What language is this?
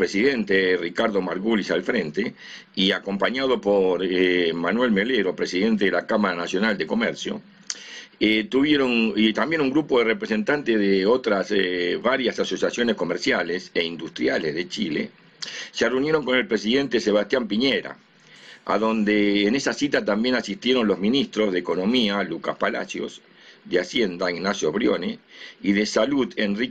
Spanish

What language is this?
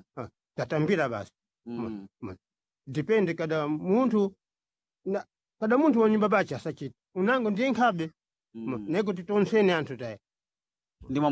Sena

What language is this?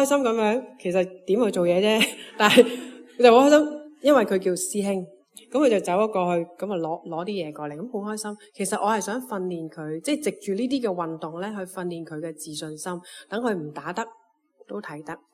Cantonese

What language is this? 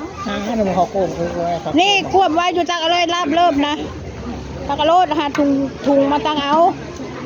Northeastern Thai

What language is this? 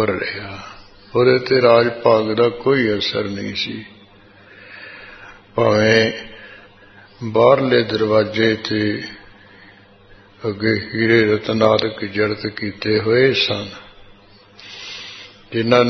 Punjabi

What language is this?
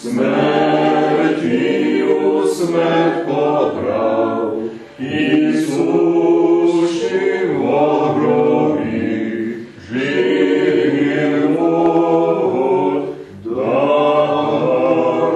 Rusyn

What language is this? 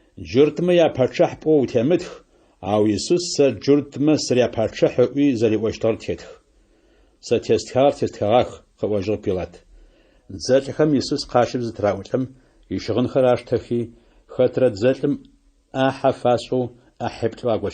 Adyghe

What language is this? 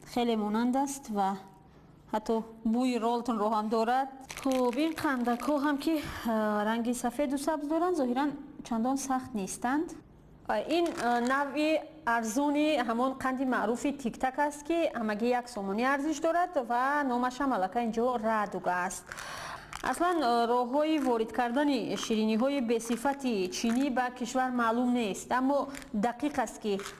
Tajik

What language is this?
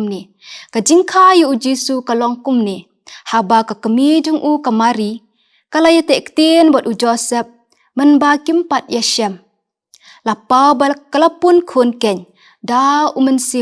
Khasi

